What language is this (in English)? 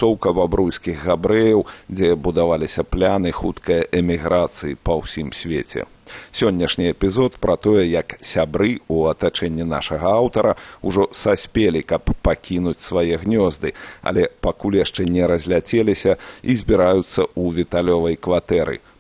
Belarusian